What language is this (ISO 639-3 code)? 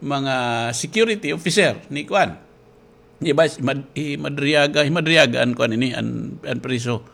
war